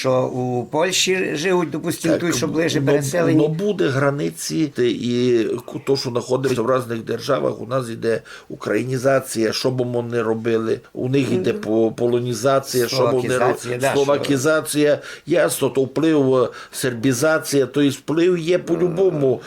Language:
Rusyn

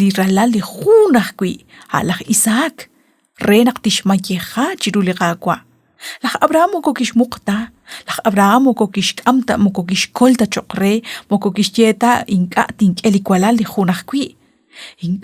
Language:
Kekchí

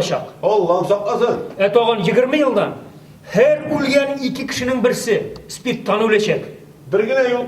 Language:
Tatar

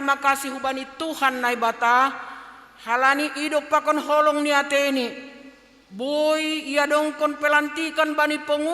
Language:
Batak Simalungun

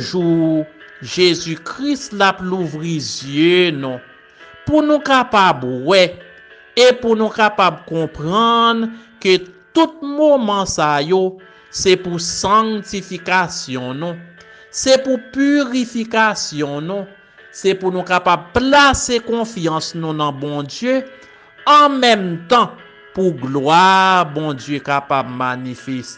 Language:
Haitian Creole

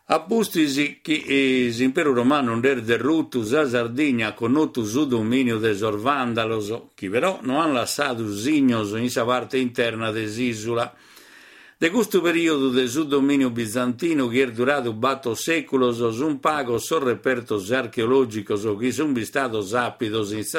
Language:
Sardinian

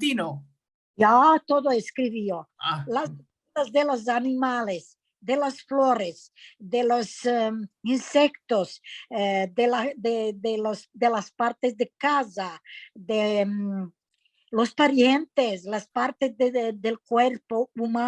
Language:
Ladino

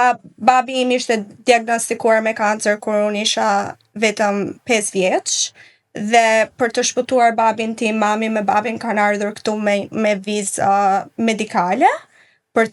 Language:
Albanian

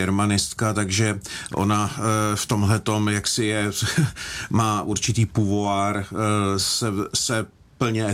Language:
Czech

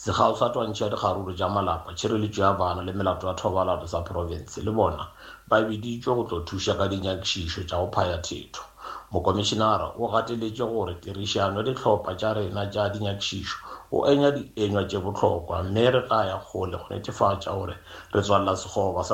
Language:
Northern Sotho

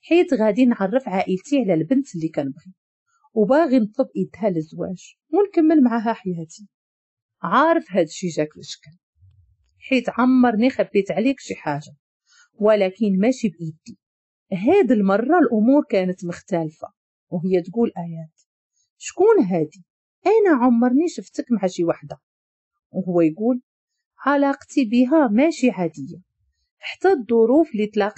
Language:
Moroccan Arabic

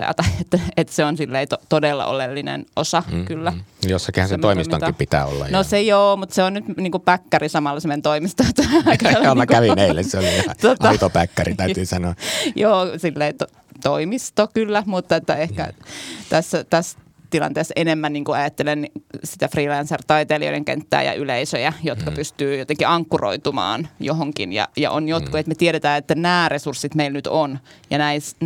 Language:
Finnish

